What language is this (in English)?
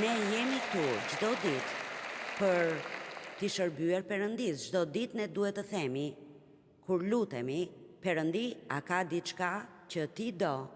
Albanian